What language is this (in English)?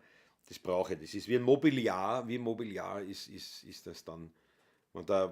Bavarian